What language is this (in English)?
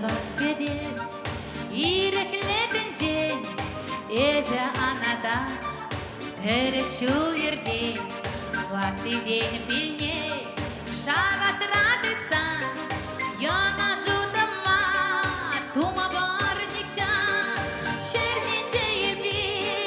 Chuvash